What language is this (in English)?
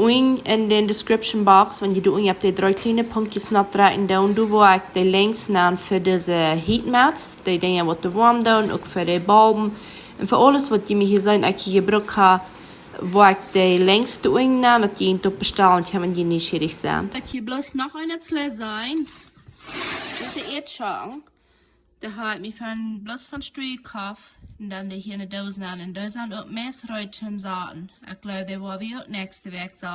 Plautdietsch